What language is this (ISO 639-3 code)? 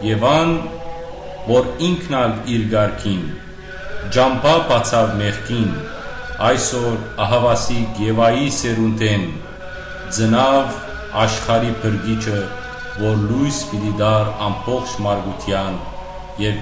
hyw